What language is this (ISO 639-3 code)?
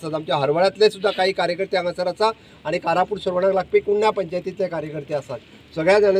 kok